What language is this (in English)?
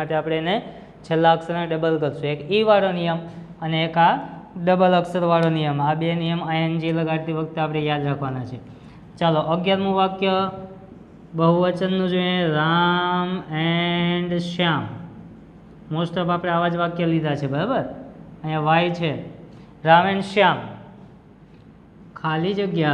Gujarati